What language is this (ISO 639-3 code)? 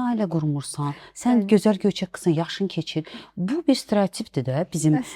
aze